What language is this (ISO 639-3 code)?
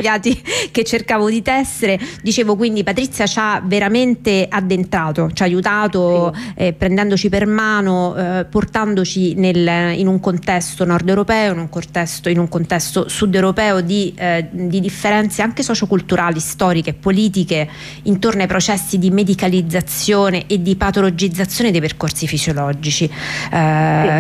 ita